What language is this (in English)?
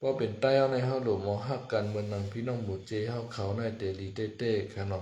Shan